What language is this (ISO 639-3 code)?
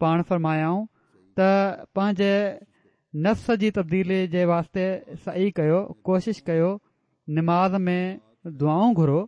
snd